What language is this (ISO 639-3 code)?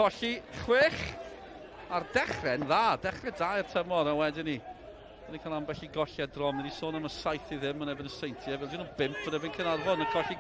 cym